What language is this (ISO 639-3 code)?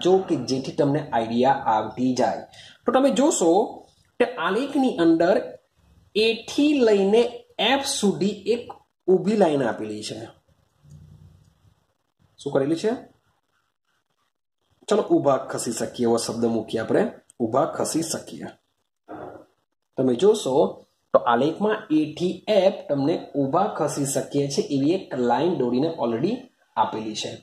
guj